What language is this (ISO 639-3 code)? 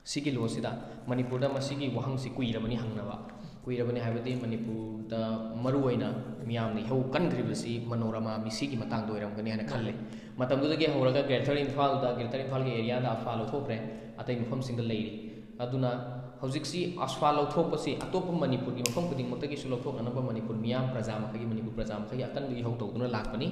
mni